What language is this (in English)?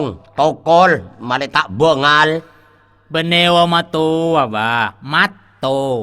Madurese